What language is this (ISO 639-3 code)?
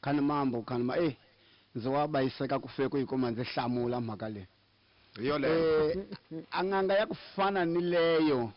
tso